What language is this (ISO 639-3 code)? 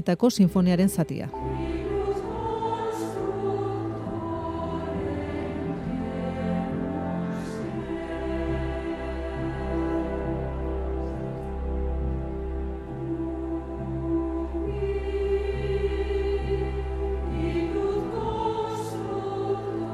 eus